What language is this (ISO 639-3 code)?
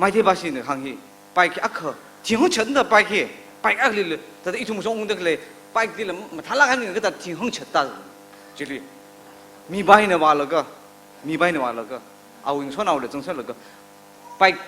nmf